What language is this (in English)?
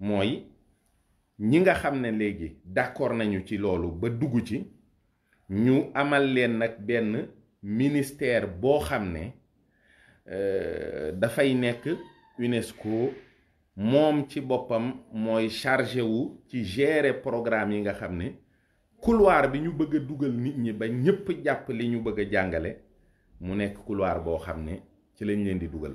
Wolof